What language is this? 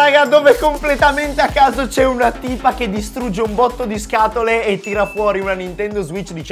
Italian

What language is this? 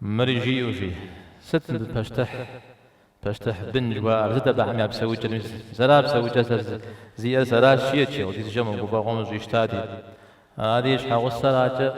Kabardian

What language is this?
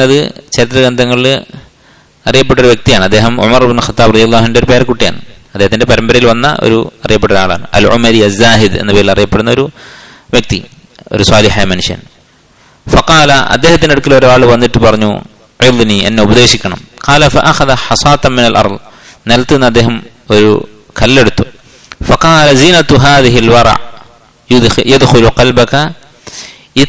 Malayalam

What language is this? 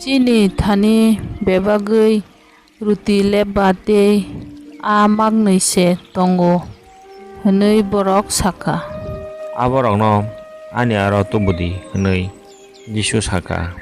Kok Borok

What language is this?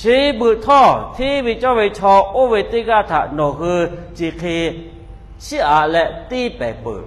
Lahu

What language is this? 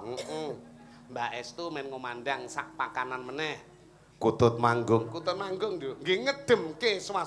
Javanese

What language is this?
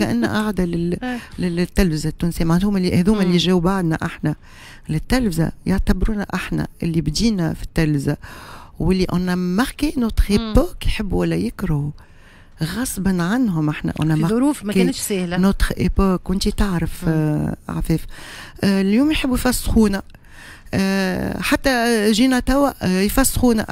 Tunisian Arabic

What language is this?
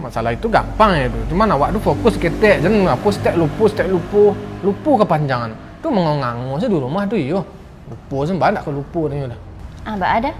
Minangkabau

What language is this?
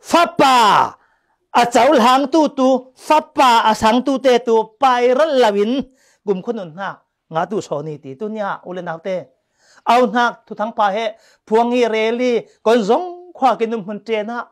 Falam Chin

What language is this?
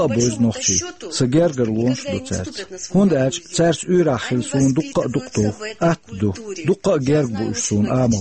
Chechen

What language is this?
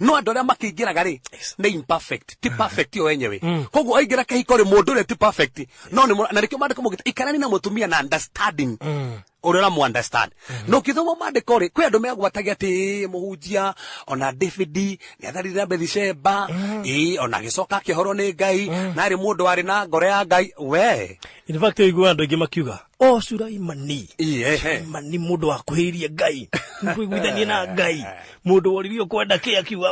Kikuyu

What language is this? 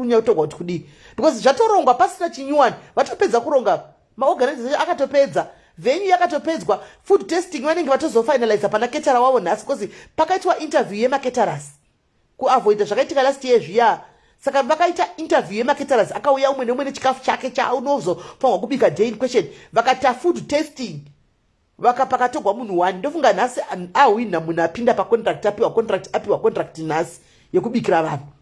Shona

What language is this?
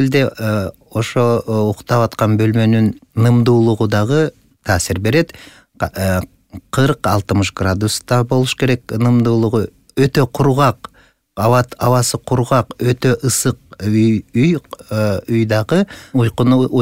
Kyrgyz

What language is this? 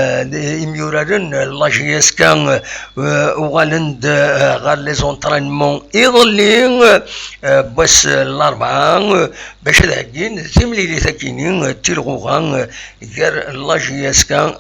Kabyle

